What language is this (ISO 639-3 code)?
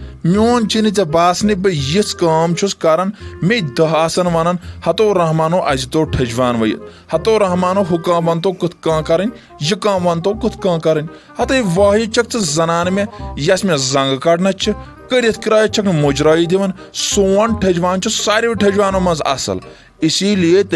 kas